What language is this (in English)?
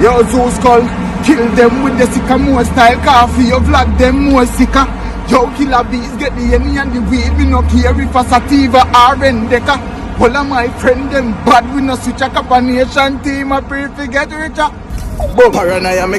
Jamaican Creole English